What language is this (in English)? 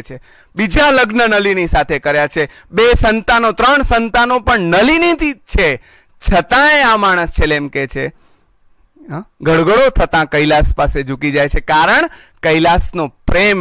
Gujarati